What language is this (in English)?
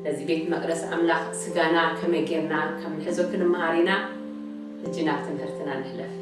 Tigrinya